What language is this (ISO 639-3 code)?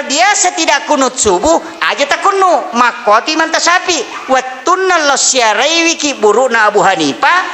bug